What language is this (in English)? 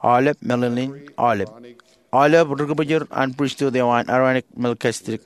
Marshallese